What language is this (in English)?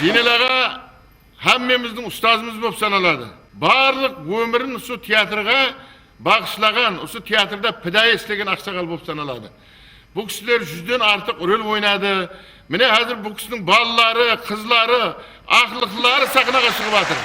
Kara-Kalpak